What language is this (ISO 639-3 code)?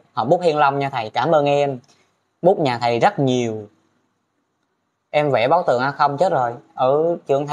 vie